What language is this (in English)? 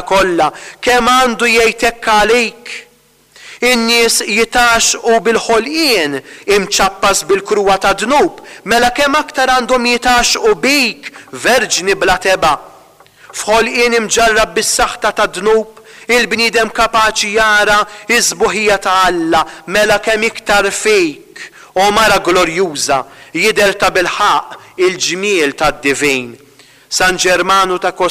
Maltese